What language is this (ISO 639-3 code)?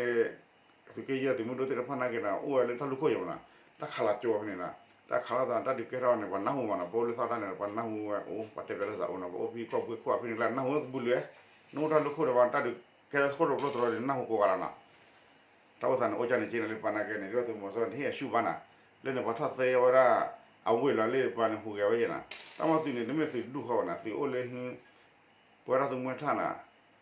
ksw